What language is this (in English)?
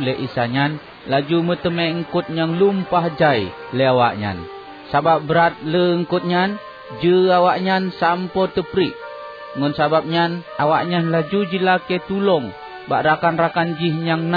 Achinese